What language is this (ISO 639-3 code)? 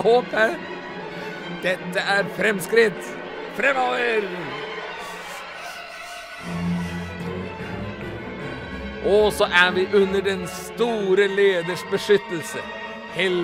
nor